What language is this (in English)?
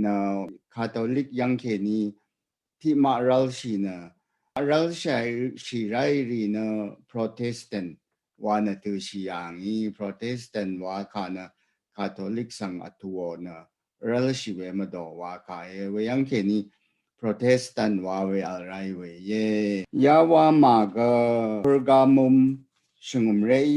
Rawang